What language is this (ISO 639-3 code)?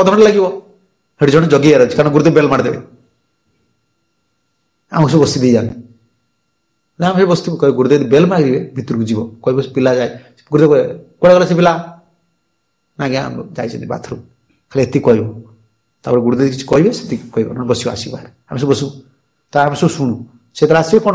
ori